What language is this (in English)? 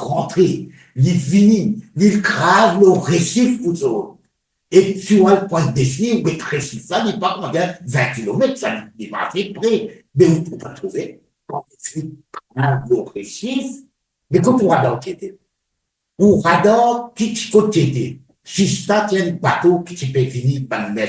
Morisyen